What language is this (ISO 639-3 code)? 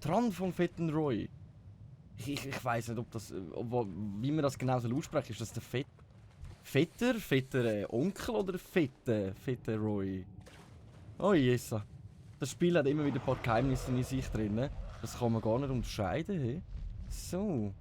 gsw